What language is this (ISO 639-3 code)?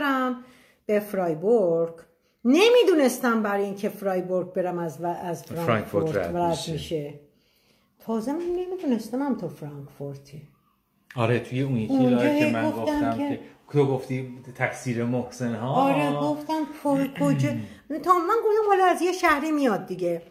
fas